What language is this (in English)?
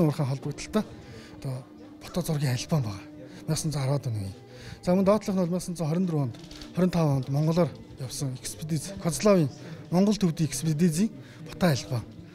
Mongolian